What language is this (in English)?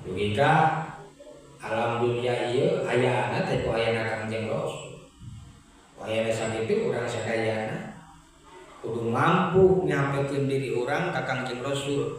Sundanese